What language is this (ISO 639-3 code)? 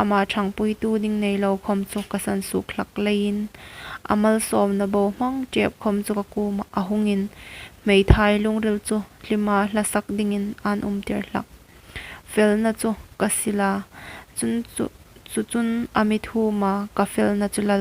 hmr